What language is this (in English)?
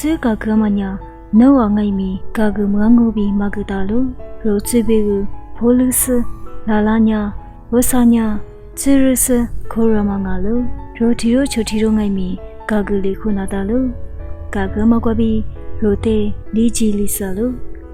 Lisu